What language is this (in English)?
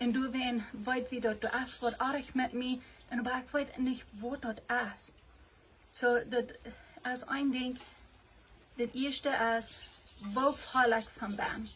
Plautdietsch